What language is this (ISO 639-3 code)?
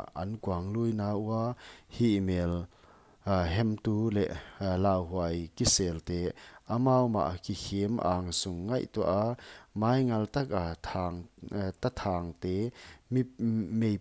pck